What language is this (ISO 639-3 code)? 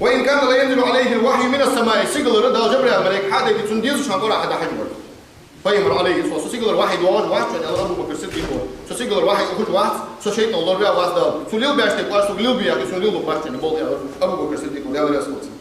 inh